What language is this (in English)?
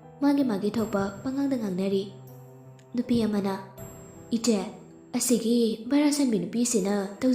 Manipuri